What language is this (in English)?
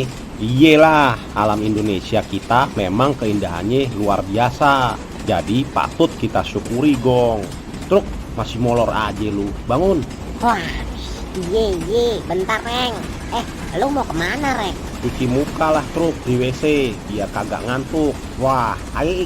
Betawi